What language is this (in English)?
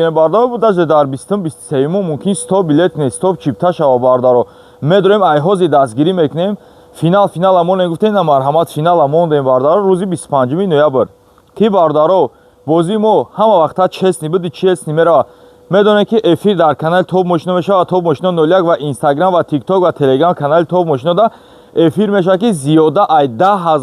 Tajik